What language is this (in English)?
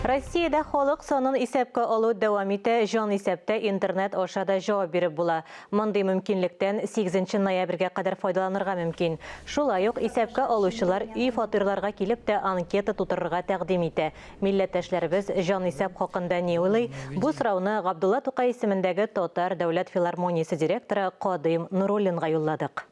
Tatar